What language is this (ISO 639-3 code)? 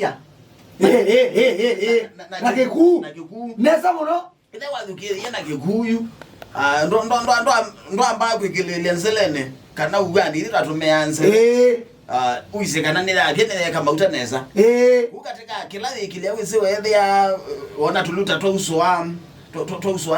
kam